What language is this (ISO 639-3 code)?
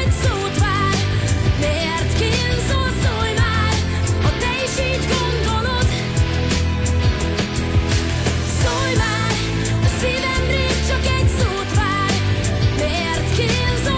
hun